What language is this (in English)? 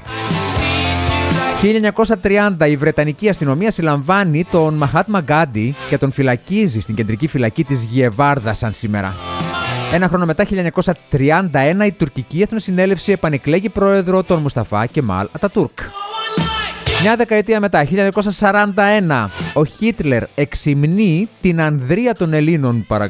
Greek